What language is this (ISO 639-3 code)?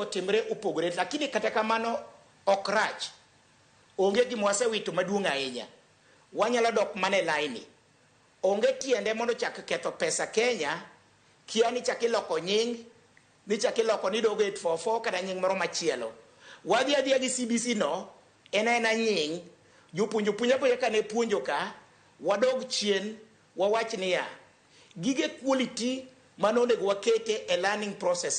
luo